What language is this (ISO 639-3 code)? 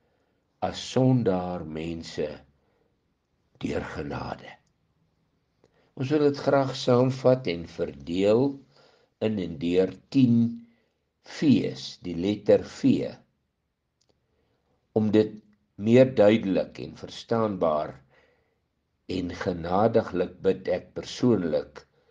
afr